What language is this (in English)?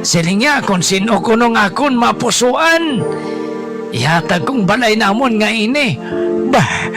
Hiligaynon